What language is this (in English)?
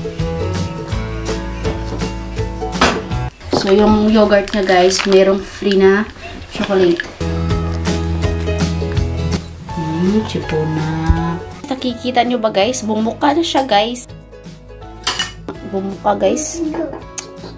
Filipino